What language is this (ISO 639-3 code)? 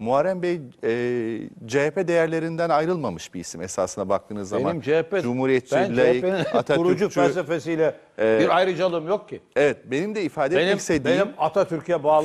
tur